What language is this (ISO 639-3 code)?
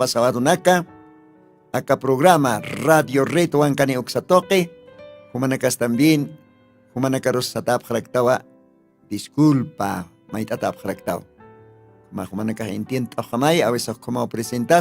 aym